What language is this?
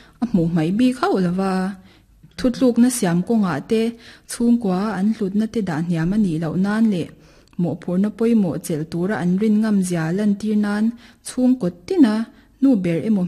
Mizo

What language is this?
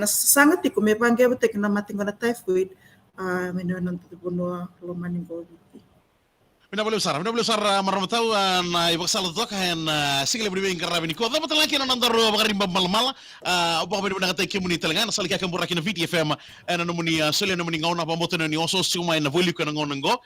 Fijian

